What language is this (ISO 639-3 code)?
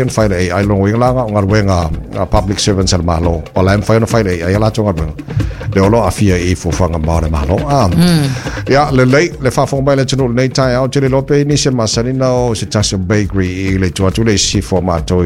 smo